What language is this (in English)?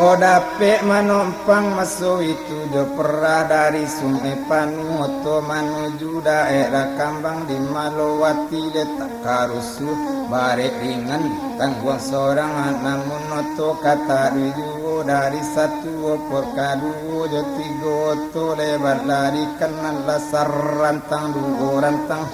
Minangkabau